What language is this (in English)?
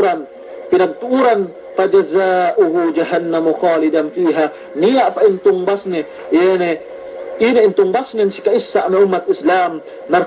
Yakan